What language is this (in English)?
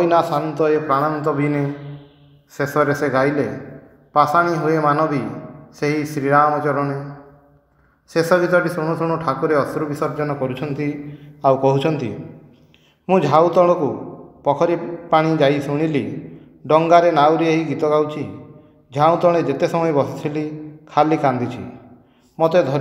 Odia